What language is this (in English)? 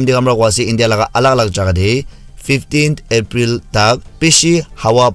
Naga Pidgin